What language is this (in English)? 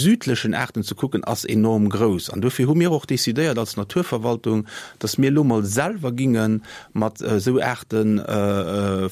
Luxembourgish